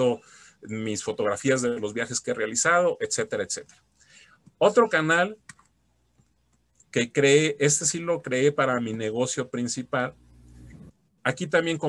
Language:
Spanish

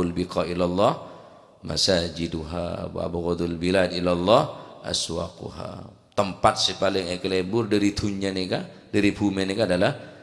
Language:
Madurese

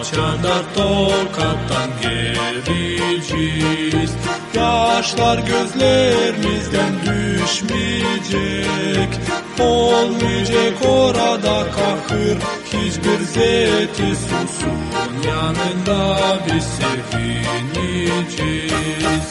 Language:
Gagauz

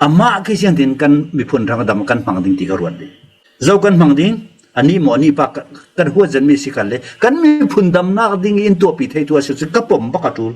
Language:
Falam Chin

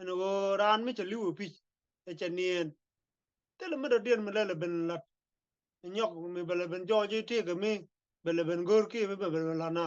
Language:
Nuer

